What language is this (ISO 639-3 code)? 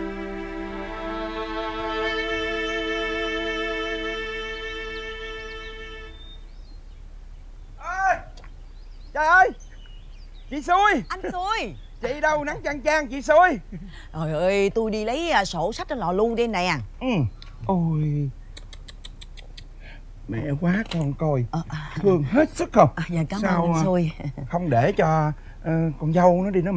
vie